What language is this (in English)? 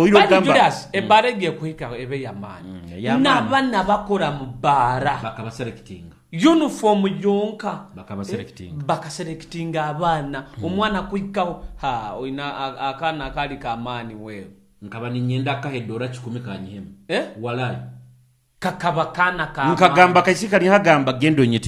Nyoro